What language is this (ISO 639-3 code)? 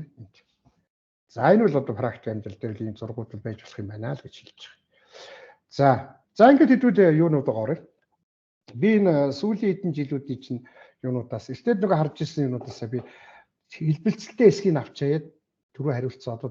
mon